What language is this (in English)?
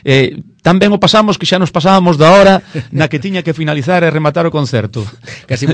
Galician